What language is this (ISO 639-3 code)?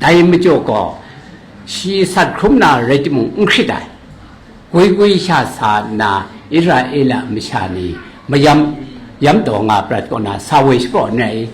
kac